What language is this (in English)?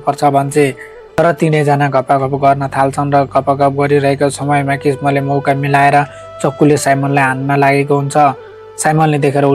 Nepali